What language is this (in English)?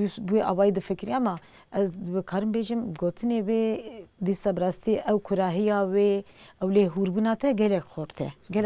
Kurdish